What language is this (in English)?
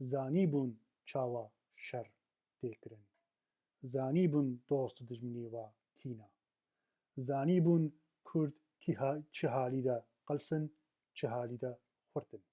Kurdish